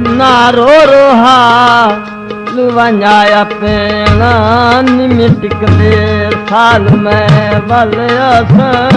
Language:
Saraiki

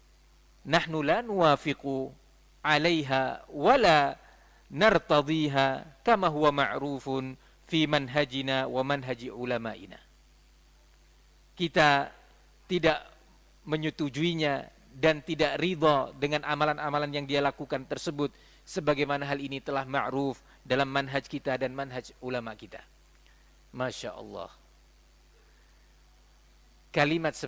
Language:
Indonesian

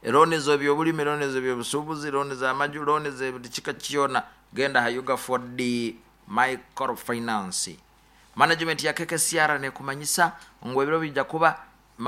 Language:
Nyoro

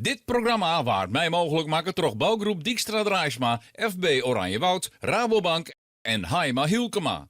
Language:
Western Frisian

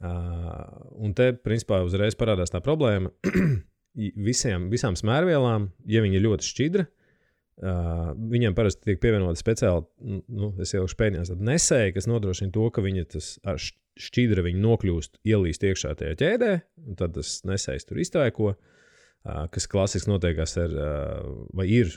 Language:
Latvian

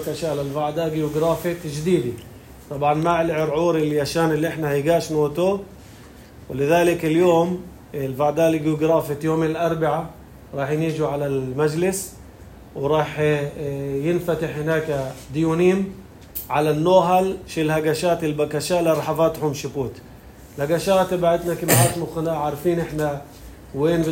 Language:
North Levantine Arabic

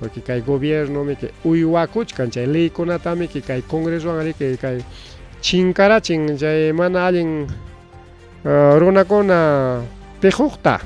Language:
Ayacucho Quechua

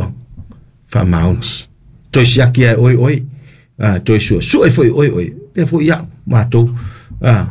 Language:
Samoan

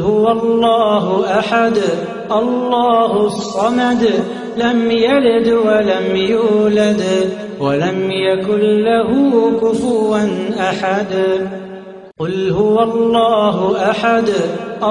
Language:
Arabic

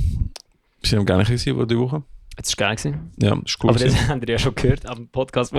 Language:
Swiss German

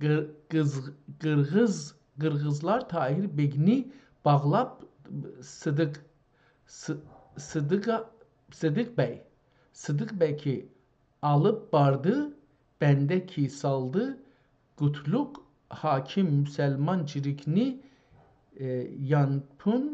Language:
South Azerbaijani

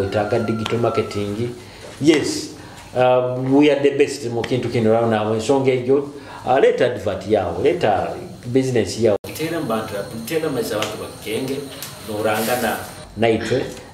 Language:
Nyoro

